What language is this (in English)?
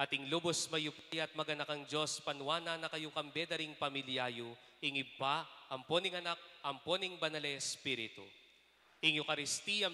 Pampanga